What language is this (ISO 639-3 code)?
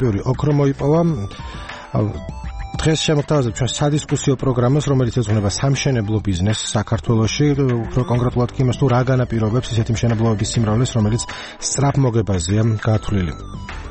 kat